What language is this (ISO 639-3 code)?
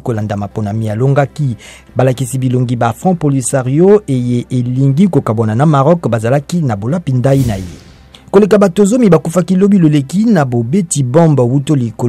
lin